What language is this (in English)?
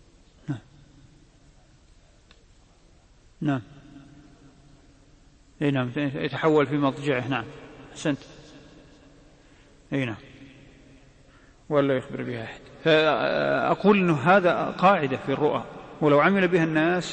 Arabic